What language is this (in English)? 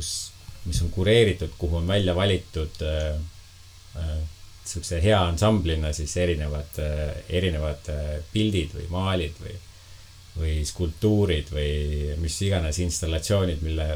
Estonian